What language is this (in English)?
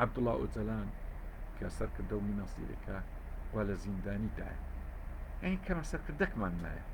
Central Kurdish